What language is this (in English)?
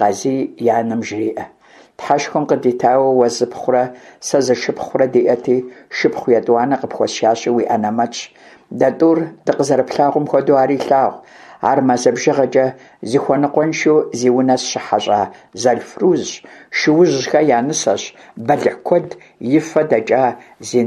Kabardian